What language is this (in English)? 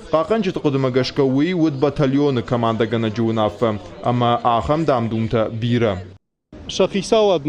Ossetic